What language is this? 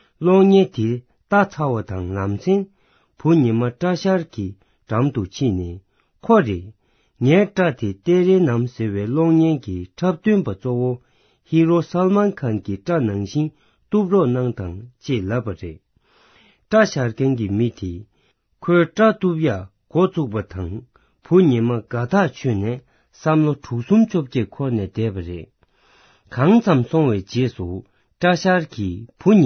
Tibetan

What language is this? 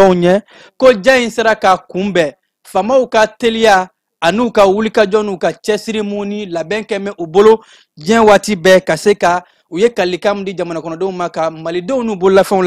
Bambara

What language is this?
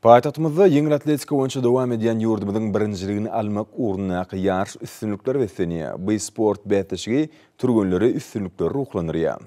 Turkmen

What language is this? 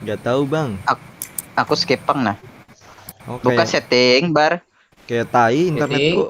Banjar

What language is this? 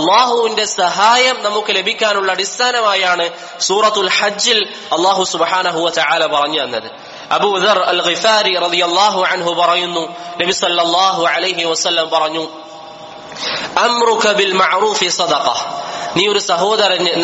Malayalam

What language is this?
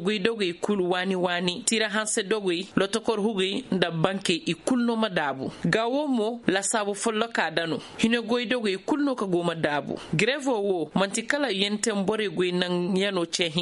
Koyraboro Senni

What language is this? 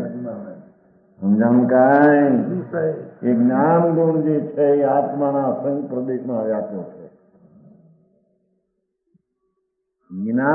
Gujarati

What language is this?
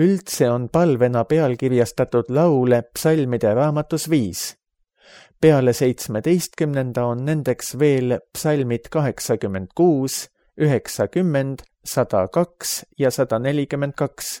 Estonian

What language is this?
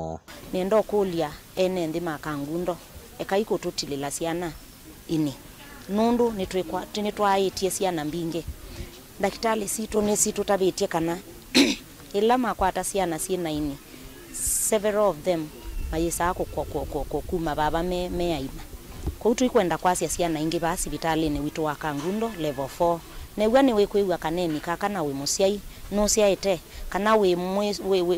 Kamba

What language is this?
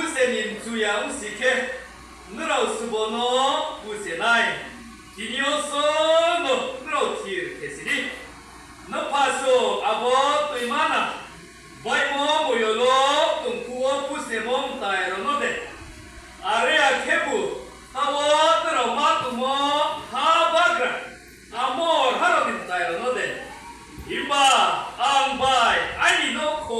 Riang (India)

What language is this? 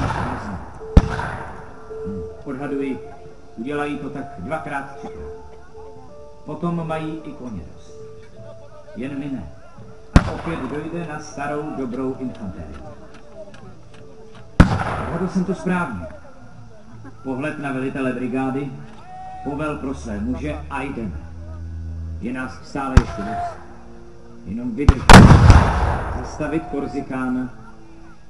Czech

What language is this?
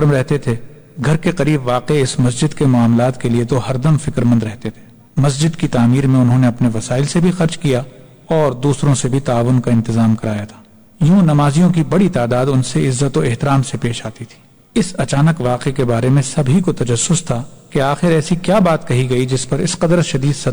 Urdu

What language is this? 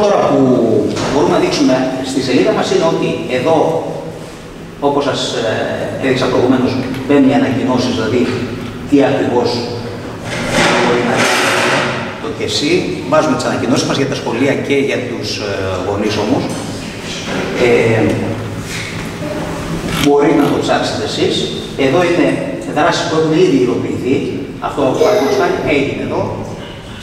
Greek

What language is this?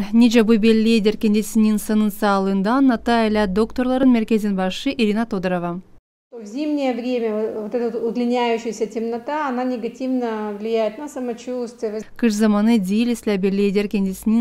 Gagauz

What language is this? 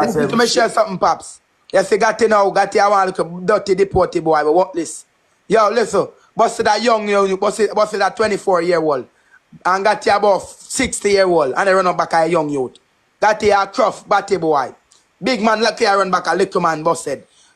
Jamaican Creole English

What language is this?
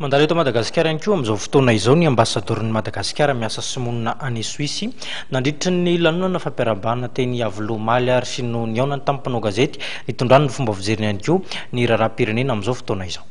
Malagasy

